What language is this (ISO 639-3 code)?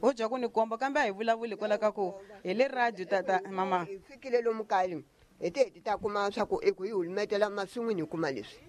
tso